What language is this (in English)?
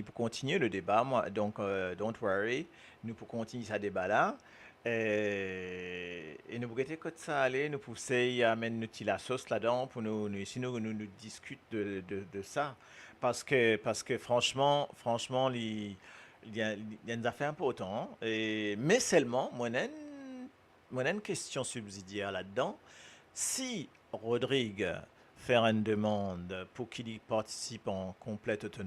Morisyen